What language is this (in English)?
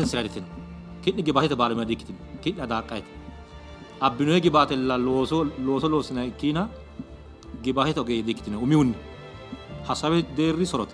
Sidamo